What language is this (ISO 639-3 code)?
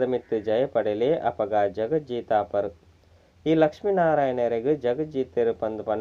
tcy